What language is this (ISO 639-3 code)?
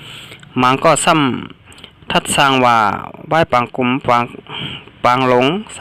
shn